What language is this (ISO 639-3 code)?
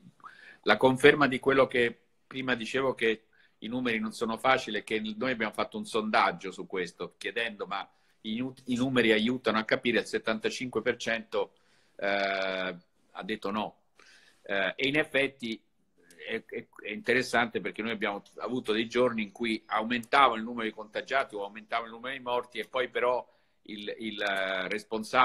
ita